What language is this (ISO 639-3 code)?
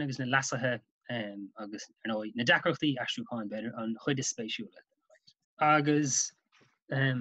gle